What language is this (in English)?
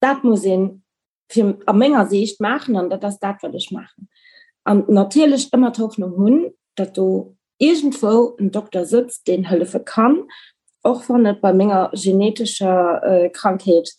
Luxembourgish